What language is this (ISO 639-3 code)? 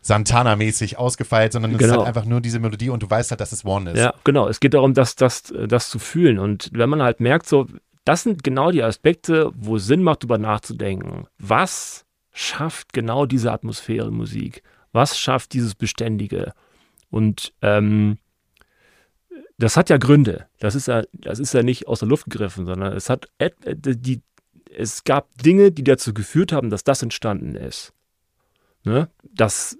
deu